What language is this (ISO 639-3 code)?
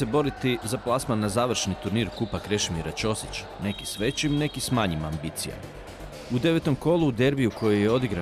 hrv